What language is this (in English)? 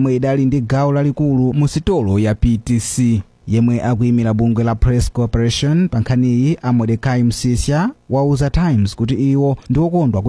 Nyanja